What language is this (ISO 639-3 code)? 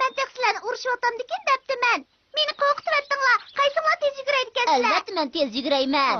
uig